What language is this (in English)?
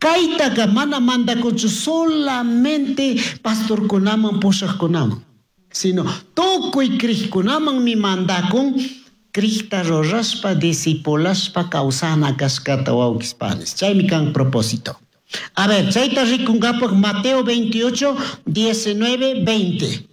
Chimborazo Highland Quichua